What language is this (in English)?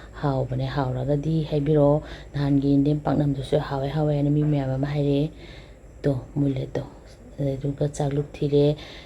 Manipuri